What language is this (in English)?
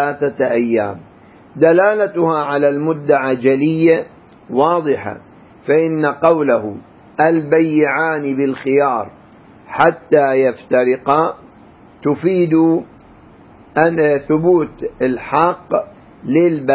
Arabic